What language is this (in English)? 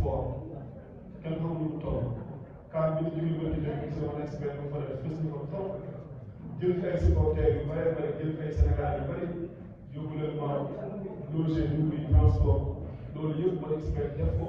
Wolof